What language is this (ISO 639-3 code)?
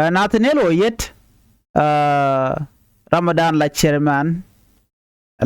nus